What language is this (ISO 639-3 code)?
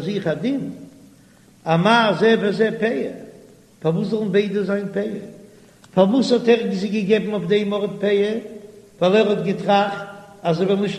yid